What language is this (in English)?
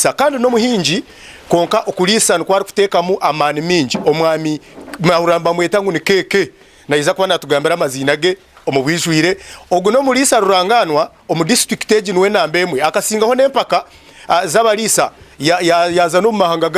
Nyankole